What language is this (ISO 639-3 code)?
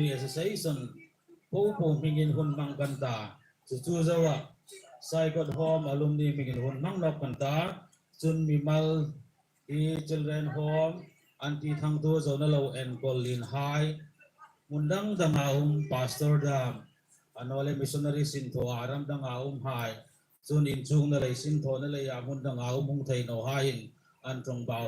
hmr